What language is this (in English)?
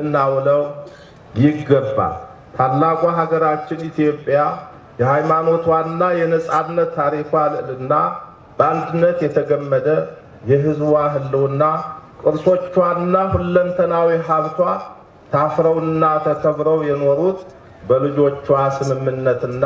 Amharic